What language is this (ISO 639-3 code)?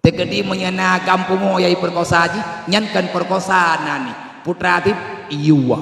ace